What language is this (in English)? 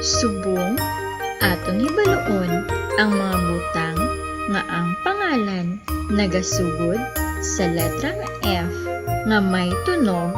Hiligaynon